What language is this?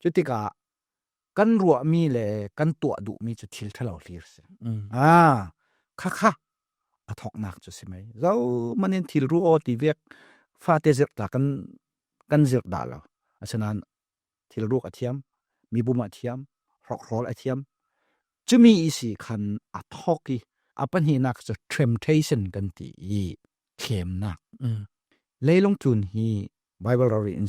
Falam Chin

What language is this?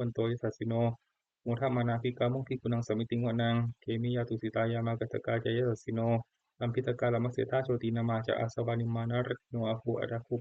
Pali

